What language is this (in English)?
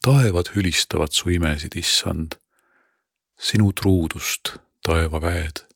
Estonian